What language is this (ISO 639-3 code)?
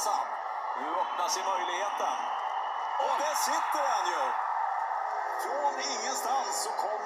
swe